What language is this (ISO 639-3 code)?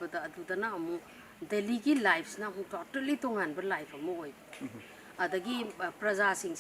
mni